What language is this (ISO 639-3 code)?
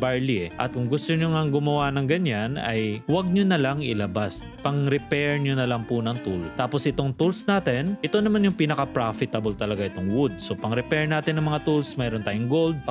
fil